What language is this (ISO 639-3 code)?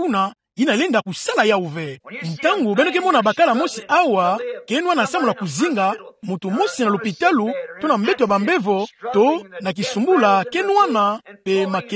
ktu